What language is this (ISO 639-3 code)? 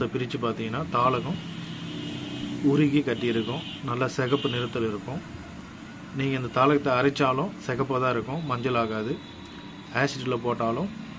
tam